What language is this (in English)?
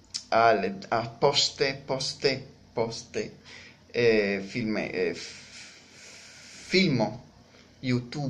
Esperanto